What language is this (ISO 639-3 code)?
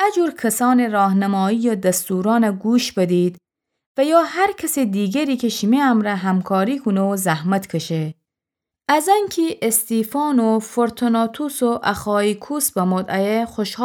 glk